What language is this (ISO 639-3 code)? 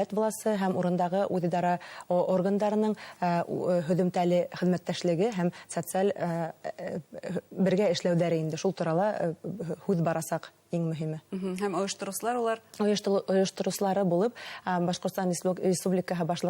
bak